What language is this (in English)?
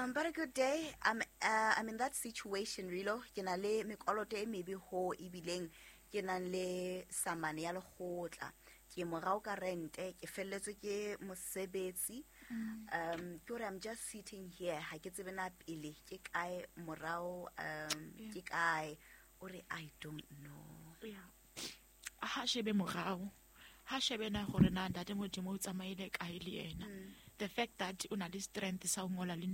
Southern Sotho